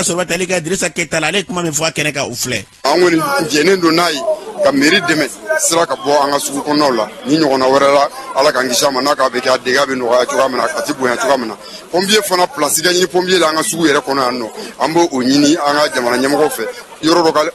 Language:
Bambara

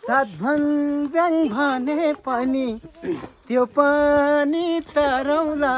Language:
Nepali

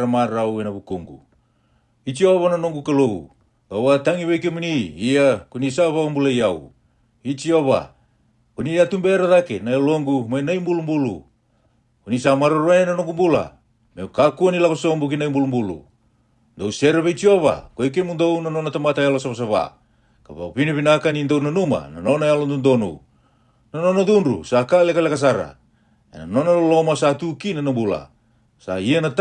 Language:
Fijian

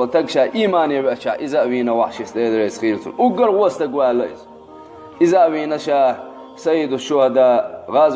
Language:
Chechen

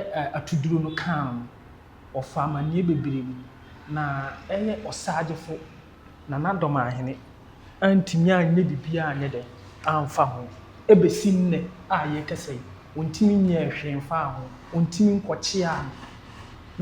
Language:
Akan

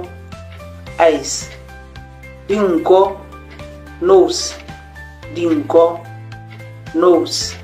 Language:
Tswana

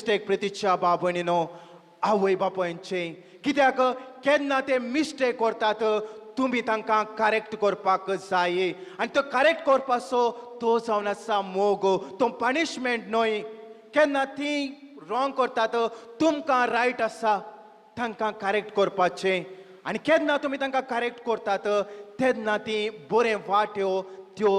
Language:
Konkani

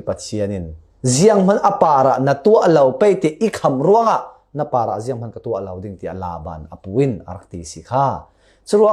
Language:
Falam Chin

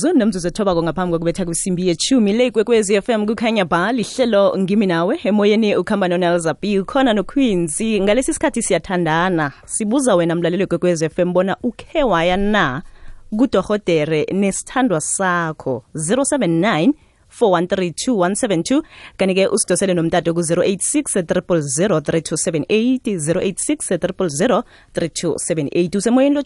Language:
South Ndebele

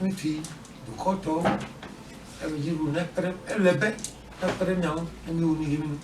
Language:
Ewe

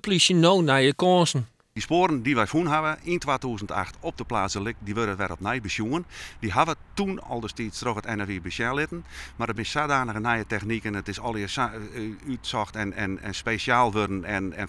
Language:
Western Frisian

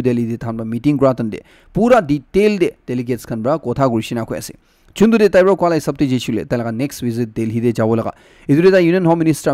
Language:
Naga Pidgin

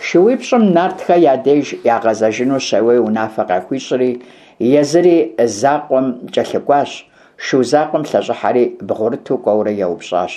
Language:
Kabardian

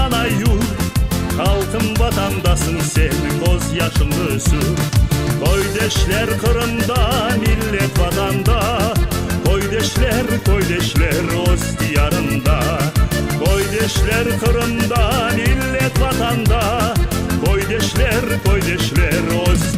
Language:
Crimean Tatar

